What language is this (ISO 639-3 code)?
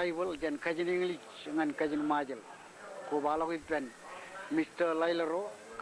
mah